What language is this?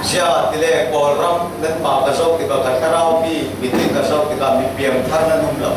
Falam Chin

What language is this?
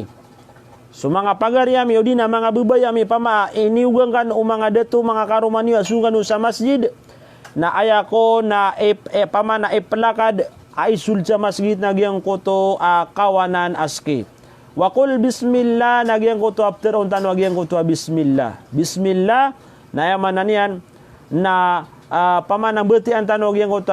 Maranao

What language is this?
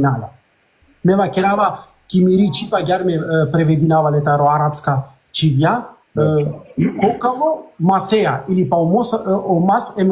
Balkan Romani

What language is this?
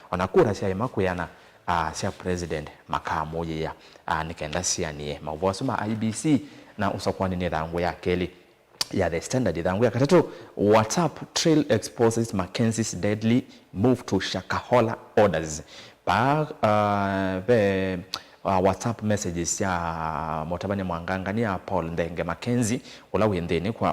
Kamba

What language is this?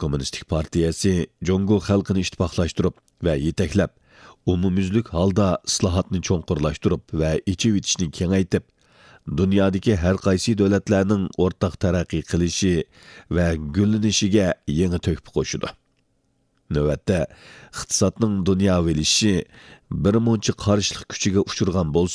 Uyghur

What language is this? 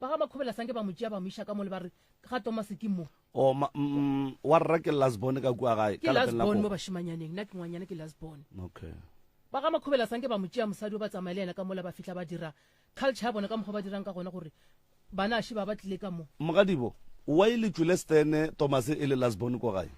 Northern Sotho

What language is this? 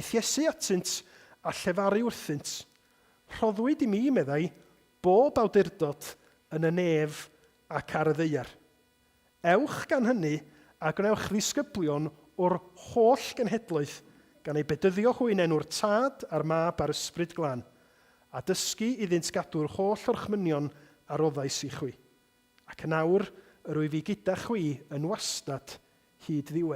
Welsh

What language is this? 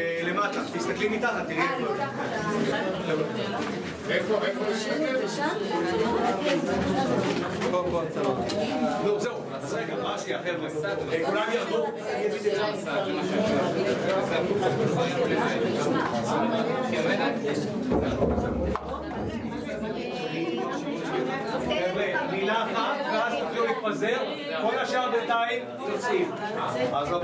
Hebrew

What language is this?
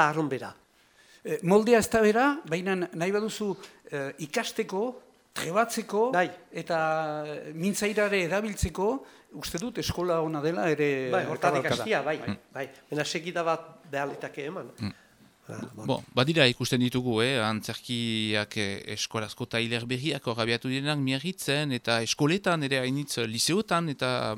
Basque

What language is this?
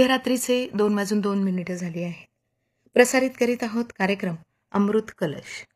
Marathi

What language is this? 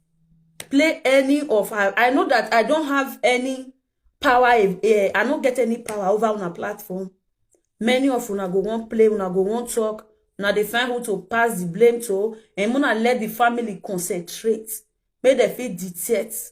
Nigerian Pidgin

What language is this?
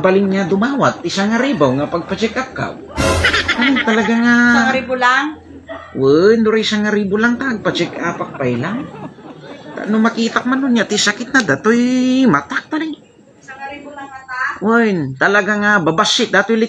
Iloko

